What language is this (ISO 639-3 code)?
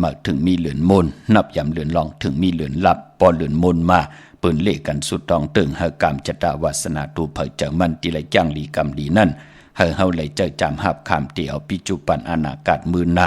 shn